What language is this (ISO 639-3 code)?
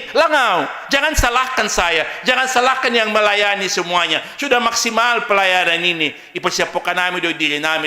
bts